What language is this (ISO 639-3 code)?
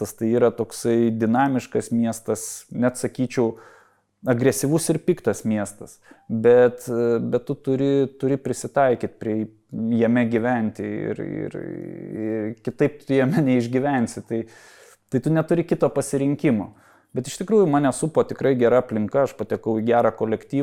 lit